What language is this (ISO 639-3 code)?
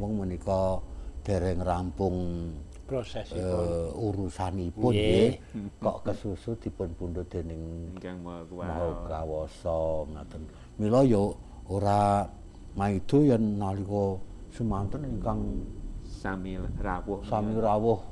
jav